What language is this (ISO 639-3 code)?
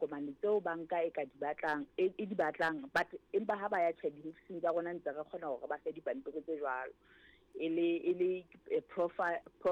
sot